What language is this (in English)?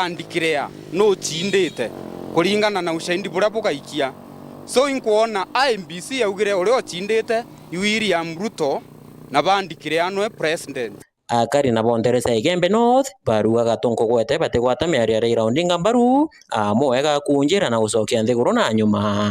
Meru